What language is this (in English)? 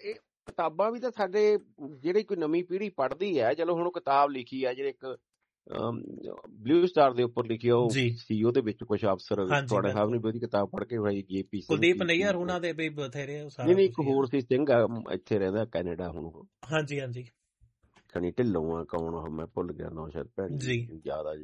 Punjabi